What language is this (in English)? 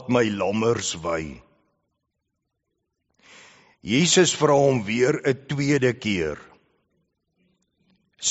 Afrikaans